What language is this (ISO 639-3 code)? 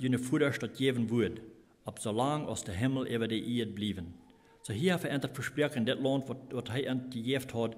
pdt